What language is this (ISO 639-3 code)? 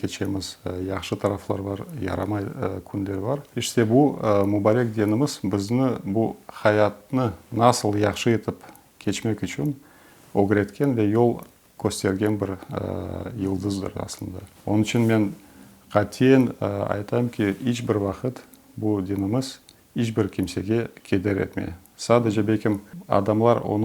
crh